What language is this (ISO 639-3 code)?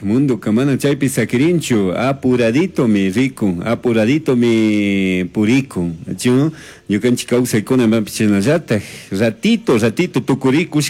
qug